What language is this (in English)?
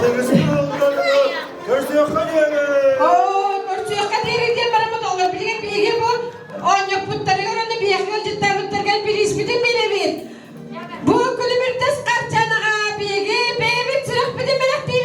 Yakut